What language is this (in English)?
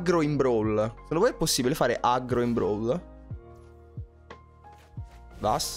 Italian